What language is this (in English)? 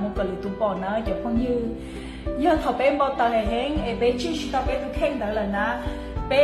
Hmong